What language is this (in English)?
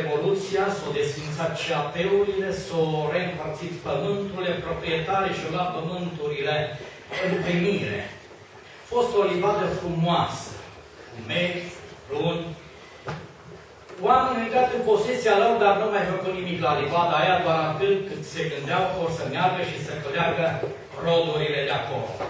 Romanian